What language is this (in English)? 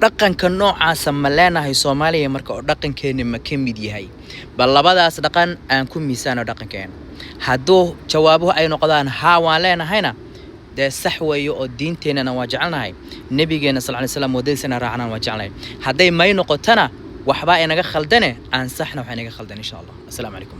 Somali